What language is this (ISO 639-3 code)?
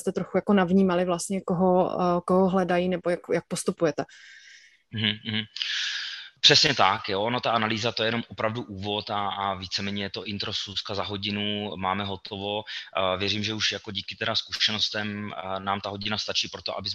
ces